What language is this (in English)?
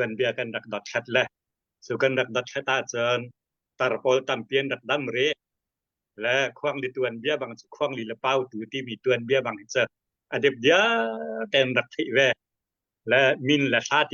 Hakha Chin